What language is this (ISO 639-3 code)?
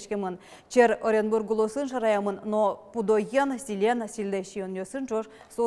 udm